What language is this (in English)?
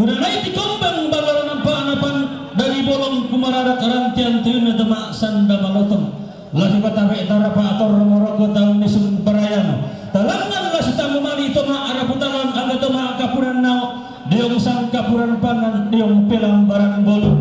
Toraja-Sa'dan